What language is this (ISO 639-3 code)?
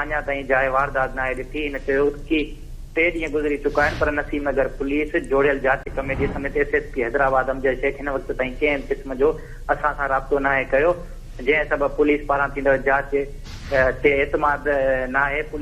snd